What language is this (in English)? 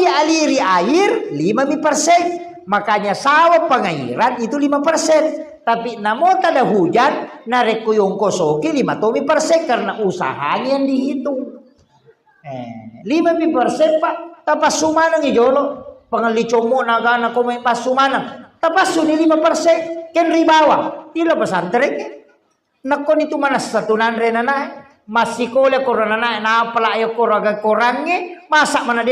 Buginese